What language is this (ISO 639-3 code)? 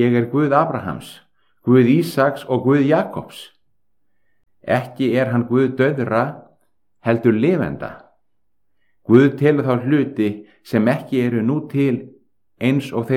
isl